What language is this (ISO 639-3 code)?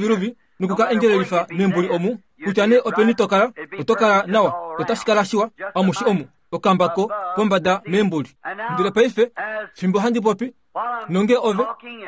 kua